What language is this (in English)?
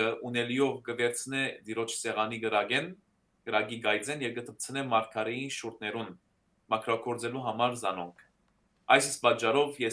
Western Armenian